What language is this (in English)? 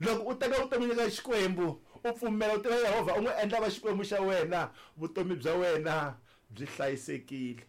Tsonga